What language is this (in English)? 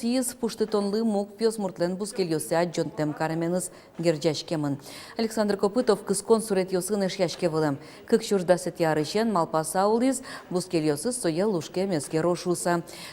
Udmurt